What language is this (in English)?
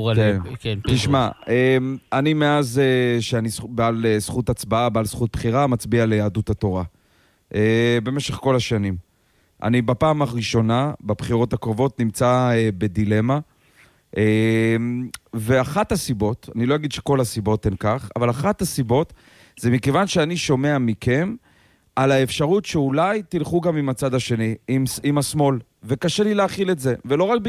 Hebrew